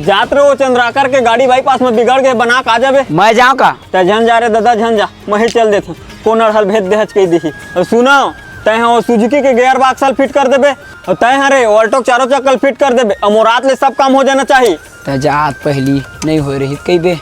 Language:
Chhattisgarhi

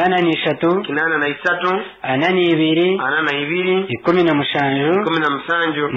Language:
Nyankole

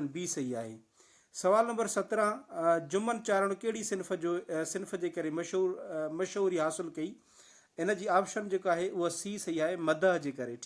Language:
Sindhi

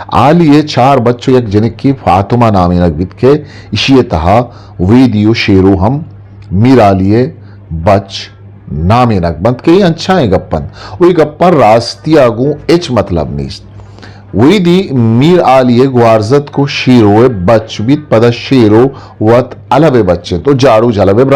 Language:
Eastern Balochi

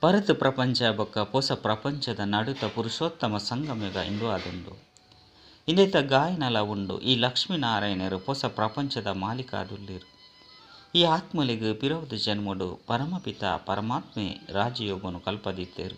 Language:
Tulu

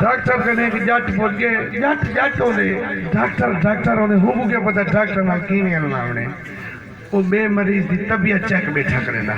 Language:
Saraiki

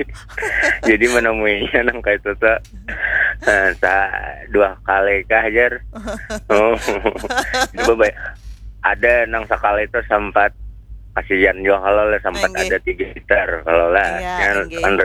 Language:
Banjar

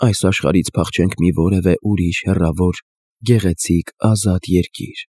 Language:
Armenian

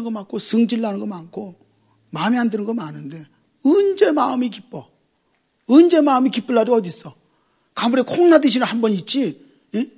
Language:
Korean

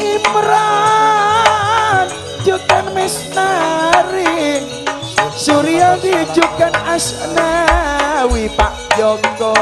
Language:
Madurese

